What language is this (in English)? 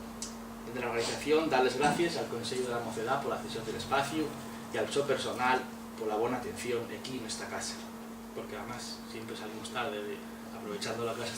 Asturian